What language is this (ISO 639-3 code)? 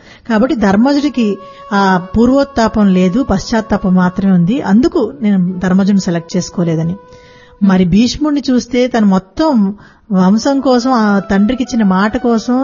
tel